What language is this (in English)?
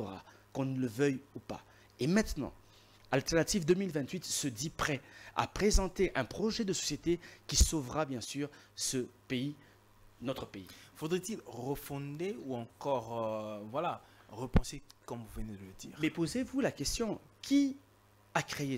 French